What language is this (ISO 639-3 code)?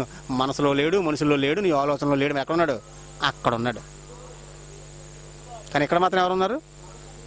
tel